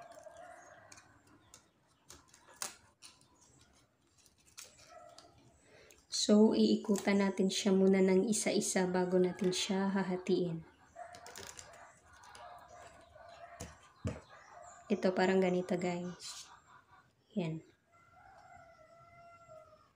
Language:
Filipino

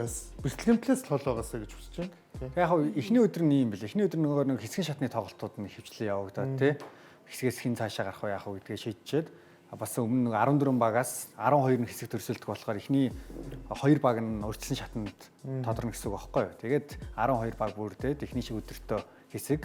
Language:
Mongolian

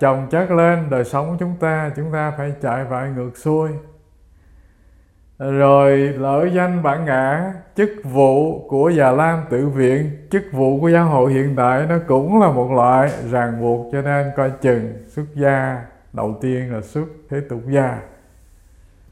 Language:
Vietnamese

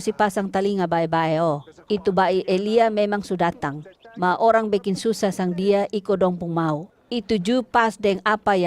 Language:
Kupang Malay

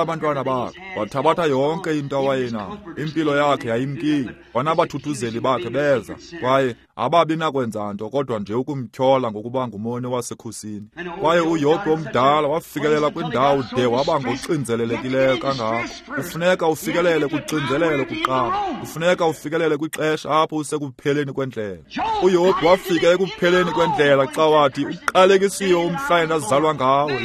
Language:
Xhosa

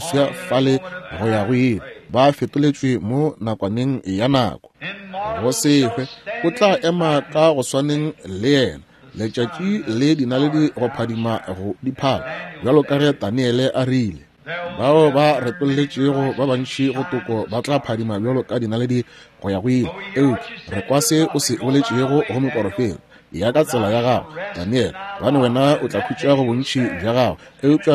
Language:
Northern Sotho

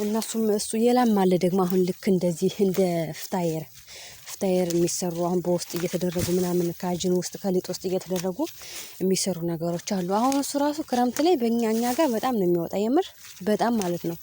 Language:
Amharic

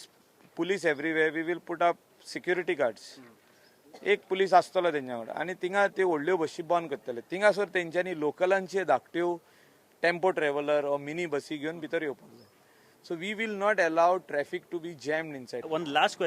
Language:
Konkani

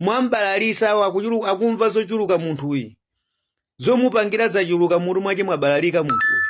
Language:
Nyanja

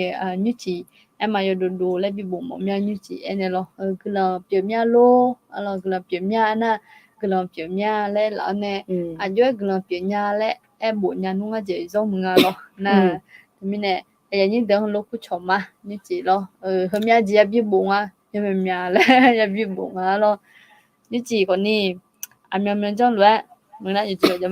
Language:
Akha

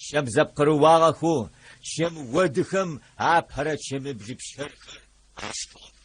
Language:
Adyghe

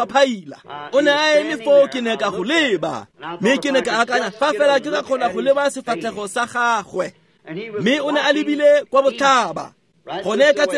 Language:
Tswana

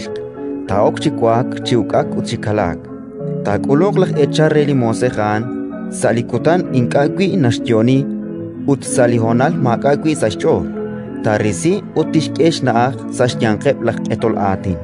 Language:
Kekchí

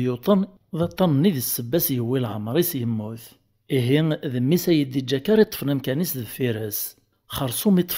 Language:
Kabyle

